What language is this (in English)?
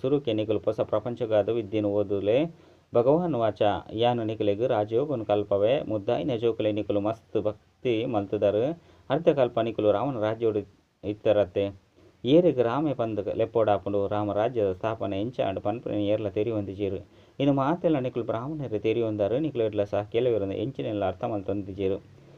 Tulu